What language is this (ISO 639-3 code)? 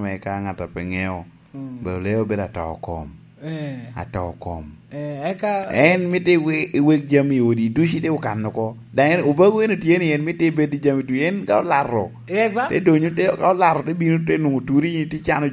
laj